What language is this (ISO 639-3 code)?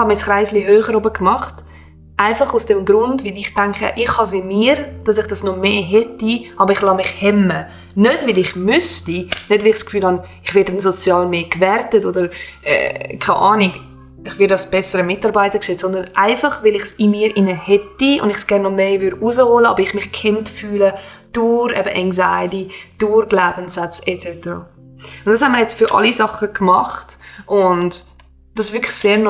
gsw